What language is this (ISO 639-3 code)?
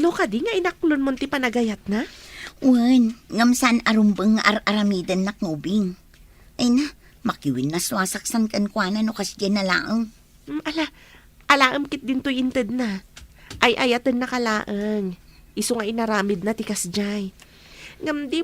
ilo